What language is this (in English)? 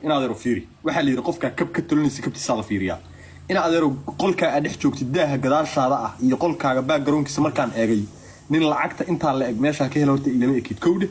Somali